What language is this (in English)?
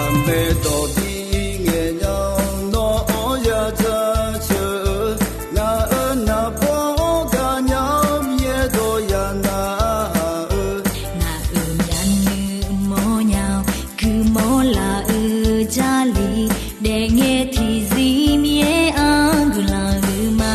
Akha